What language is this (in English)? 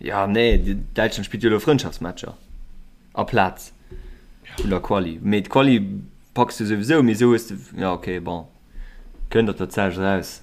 Luxembourgish